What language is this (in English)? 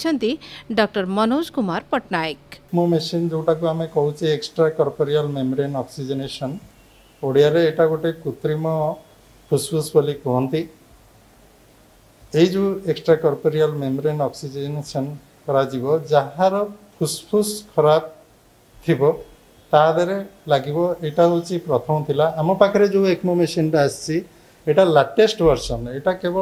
Odia